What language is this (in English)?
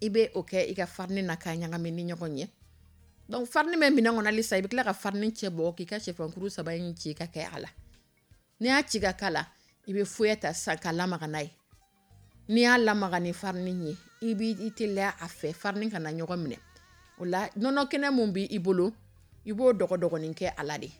Dyula